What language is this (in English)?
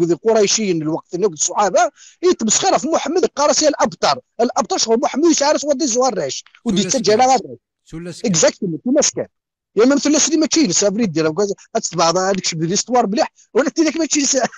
Kabyle